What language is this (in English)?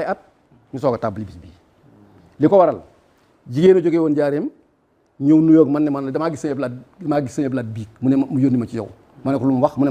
Wolof